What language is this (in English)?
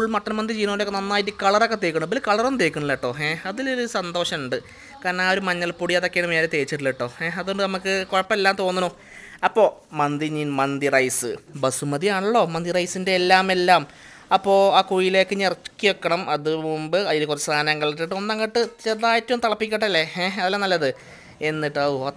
Malayalam